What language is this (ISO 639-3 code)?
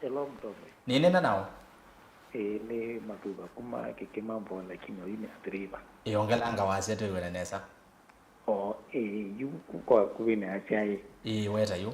kam